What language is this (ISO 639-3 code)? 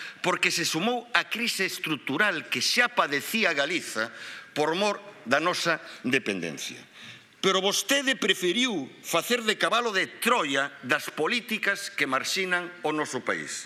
glg